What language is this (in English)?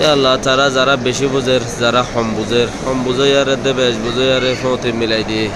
Rohingya